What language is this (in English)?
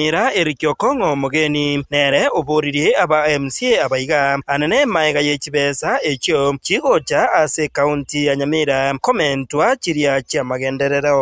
Gusii